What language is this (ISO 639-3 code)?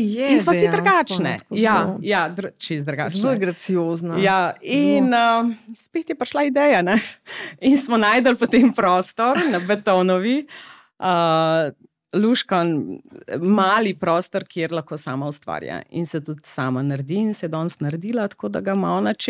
slv